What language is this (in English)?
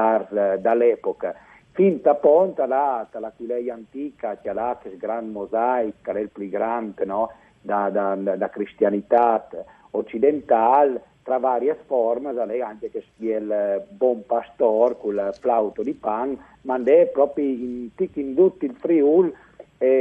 Friulian